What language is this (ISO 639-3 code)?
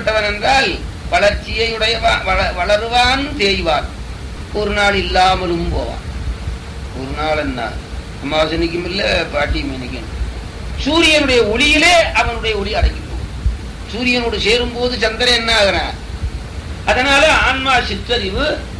tam